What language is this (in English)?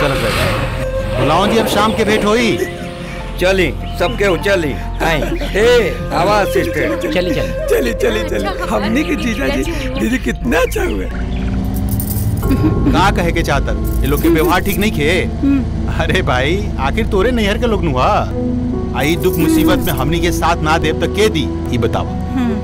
Bhojpuri